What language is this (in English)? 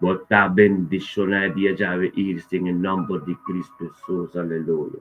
Papiamento